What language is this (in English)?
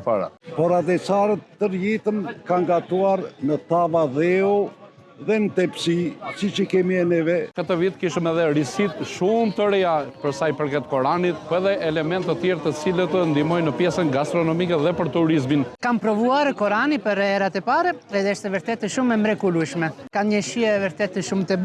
Albanian